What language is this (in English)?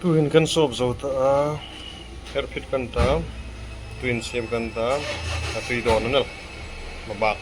Hmar